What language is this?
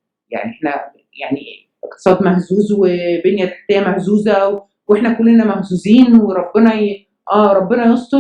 Egyptian Arabic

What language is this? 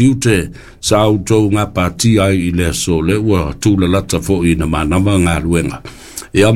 Samoan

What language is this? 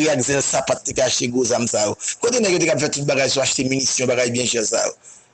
Haitian Creole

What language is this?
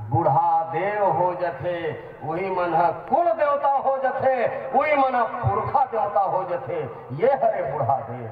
Chhattisgarhi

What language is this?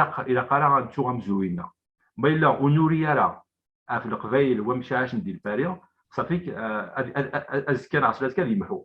Kabyle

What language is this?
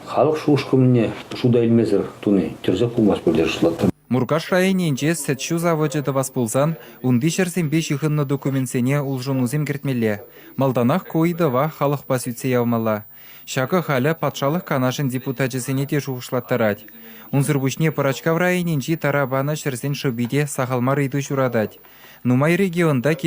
Chuvash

